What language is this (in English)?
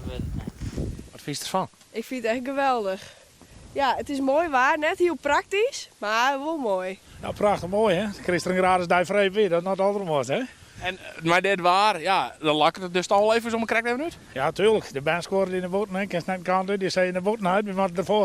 Western Frisian